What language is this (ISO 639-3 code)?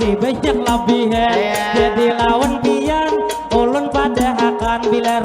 bjn